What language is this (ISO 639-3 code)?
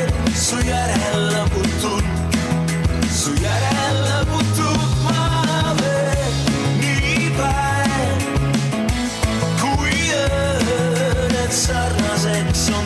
est